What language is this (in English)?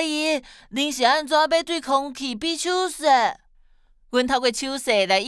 Min Nan Chinese